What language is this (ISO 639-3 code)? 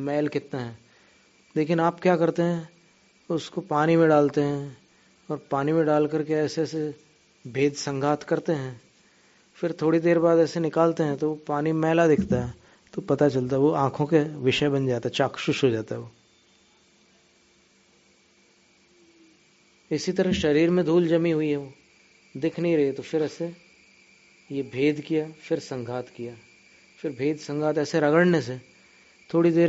hin